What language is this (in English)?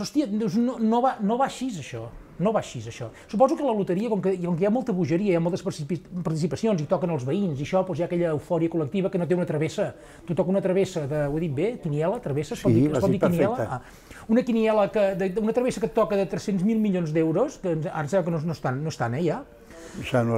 Catalan